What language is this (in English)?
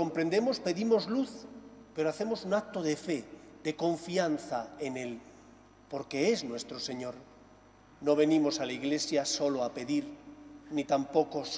Spanish